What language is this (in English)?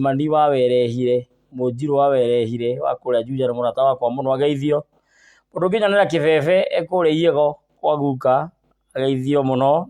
Kikuyu